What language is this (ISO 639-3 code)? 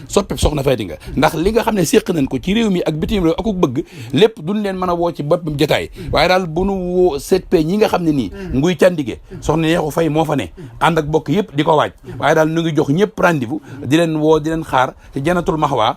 wol